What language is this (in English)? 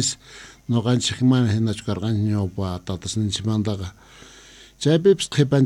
Quechua